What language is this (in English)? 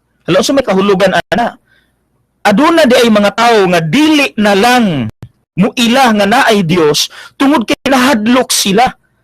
Cebuano